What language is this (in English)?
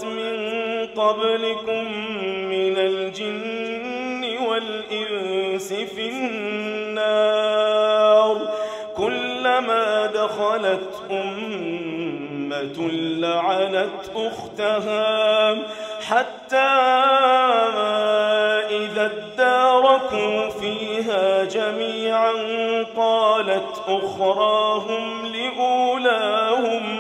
Arabic